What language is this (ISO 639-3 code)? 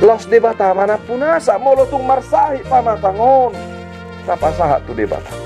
bbc